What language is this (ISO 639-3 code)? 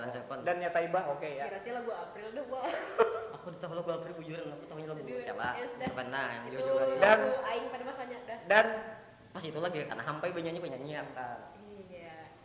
bjn